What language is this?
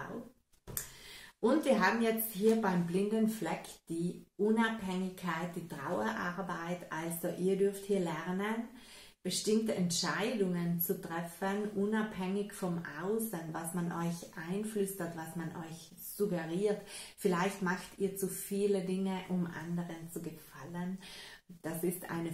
German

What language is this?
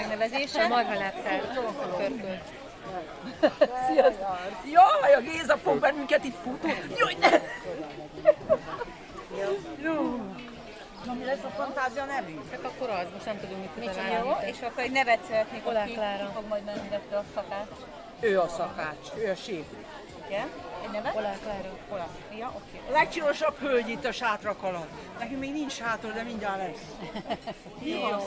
Hungarian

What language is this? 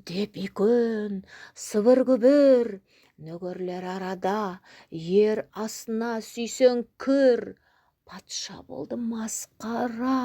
Nogai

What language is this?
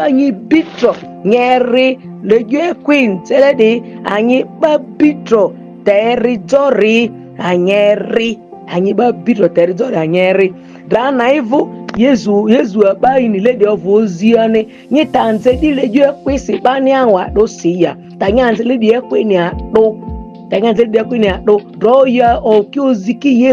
Ma'di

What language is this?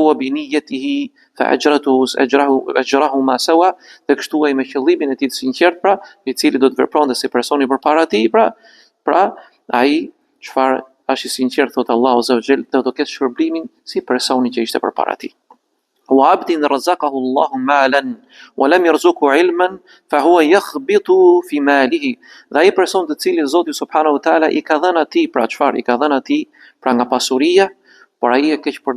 Albanian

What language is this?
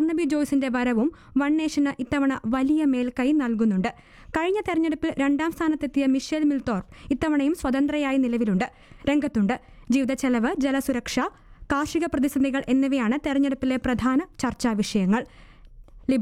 Malayalam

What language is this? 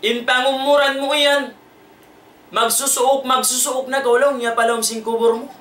Tausug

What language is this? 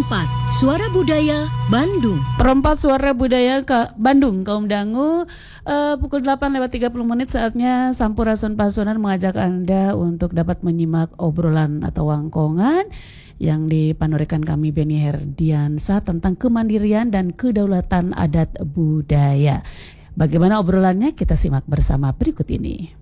Indonesian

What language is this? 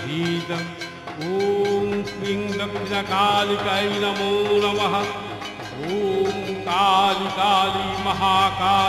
Bangla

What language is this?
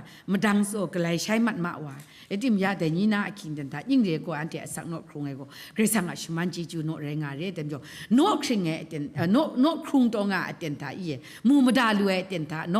Kachin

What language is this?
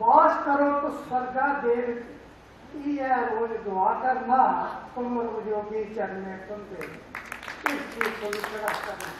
Dogri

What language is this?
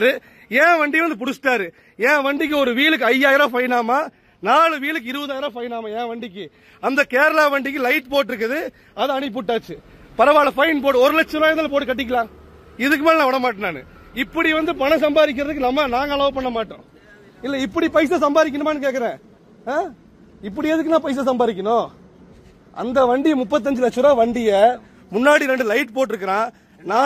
Tamil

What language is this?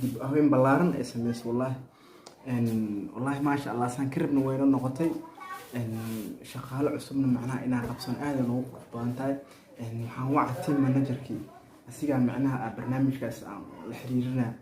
Somali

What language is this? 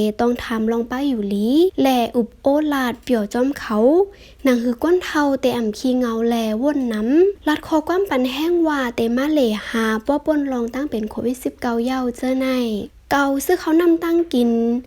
Shan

